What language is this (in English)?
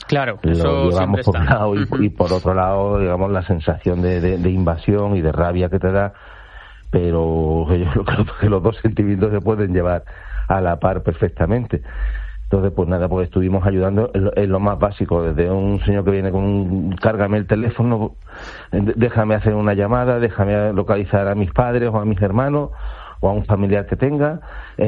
Spanish